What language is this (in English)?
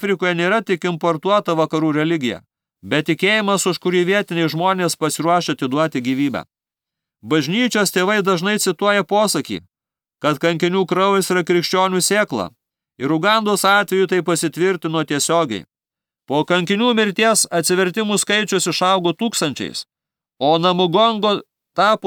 Lithuanian